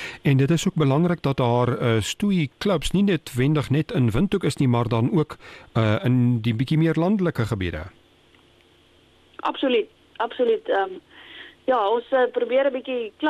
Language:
Afrikaans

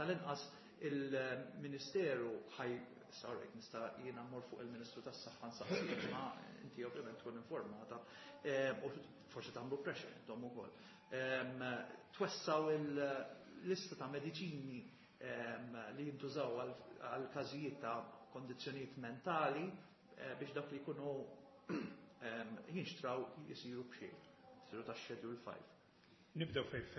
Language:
Maltese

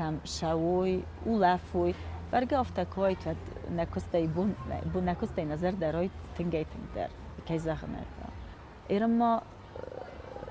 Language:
Ossetic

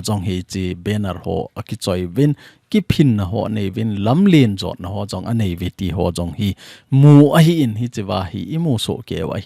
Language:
Thado Chin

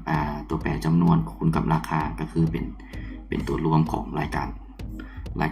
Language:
Lao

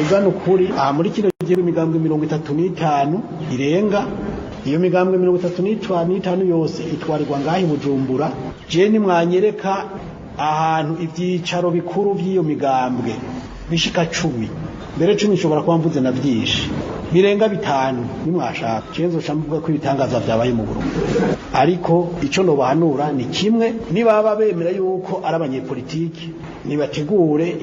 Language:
Rundi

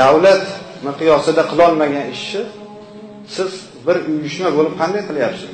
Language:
Uzbek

